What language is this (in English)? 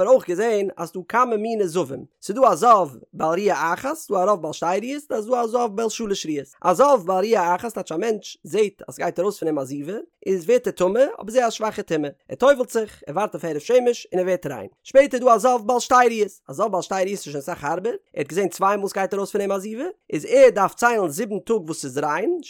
Yiddish